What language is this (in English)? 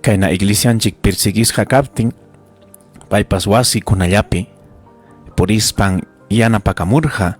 Ayacucho Quechua